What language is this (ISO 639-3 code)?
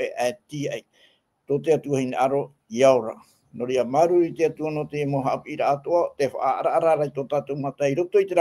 tah